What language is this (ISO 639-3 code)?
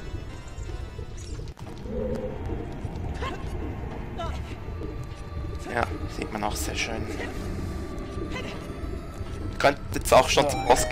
deu